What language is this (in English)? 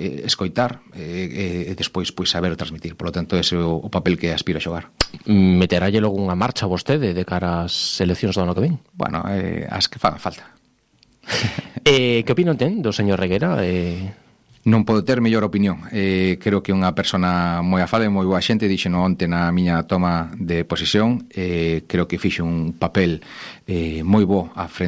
Galician